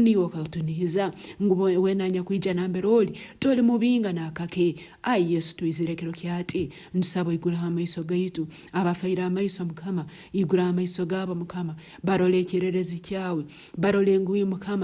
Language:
Nyankole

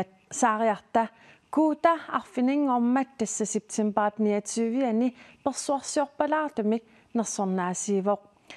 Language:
Kalaallisut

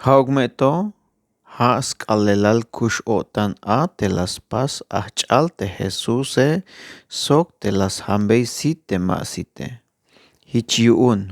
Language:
Tzeltal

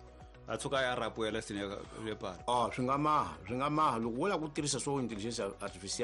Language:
Tsonga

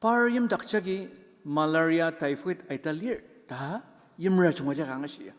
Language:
Ao Naga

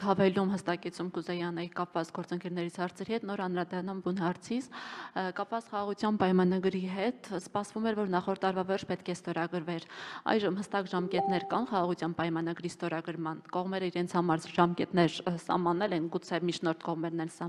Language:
Armenian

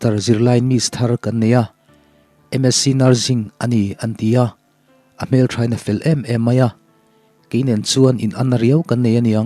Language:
Mizo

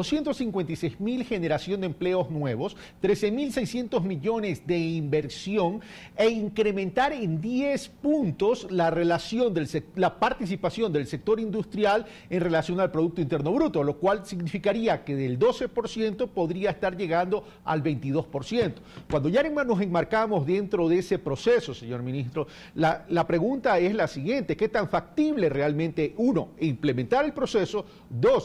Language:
Spanish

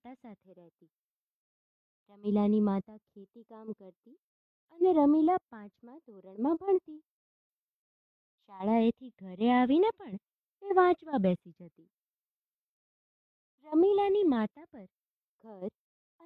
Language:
Gujarati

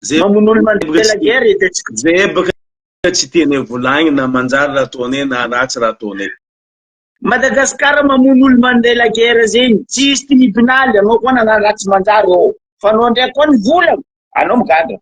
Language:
Malagasy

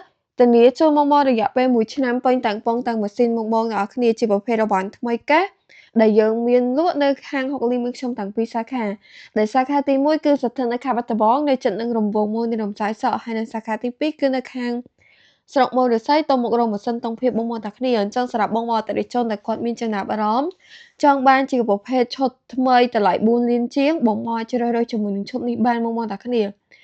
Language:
Khmer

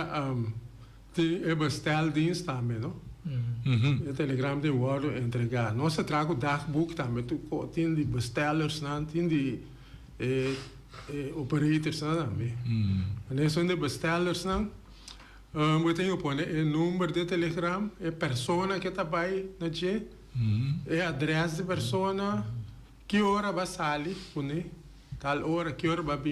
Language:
Papiamento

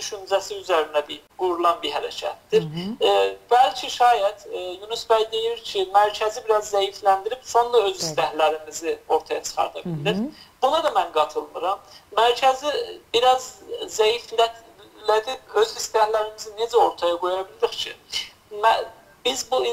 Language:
South Azerbaijani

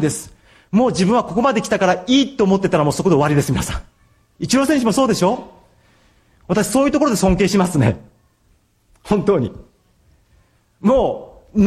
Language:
Japanese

